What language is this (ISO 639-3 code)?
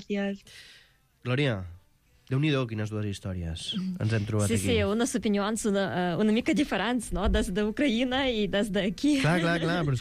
cat